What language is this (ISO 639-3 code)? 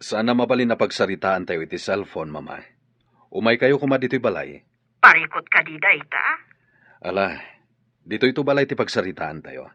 ilo